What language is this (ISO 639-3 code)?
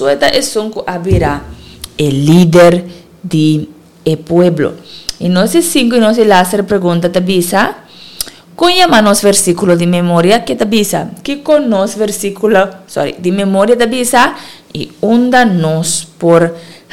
pap